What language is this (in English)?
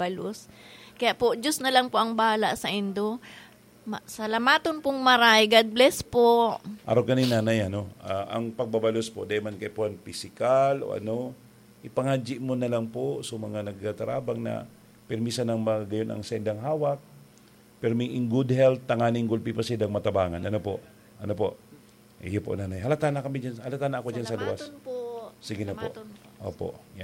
Bikol